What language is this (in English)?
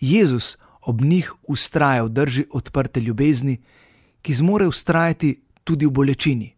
Slovenian